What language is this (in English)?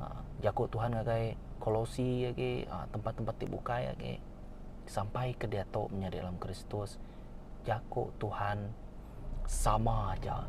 Iban